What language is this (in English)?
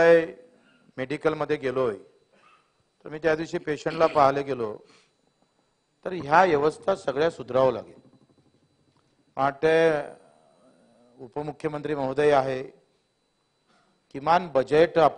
Marathi